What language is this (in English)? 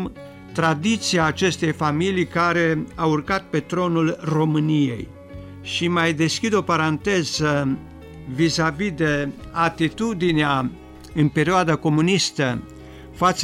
Romanian